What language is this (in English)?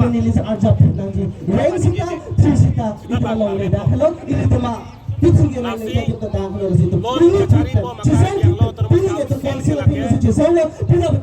Karbi